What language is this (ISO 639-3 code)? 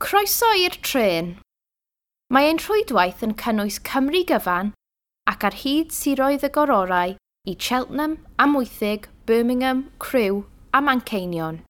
cym